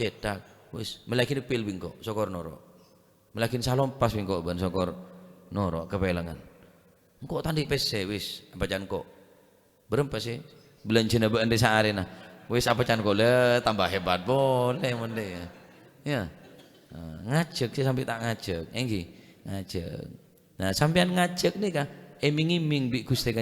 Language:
Madurese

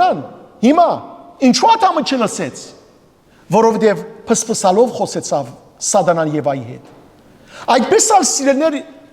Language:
Western Armenian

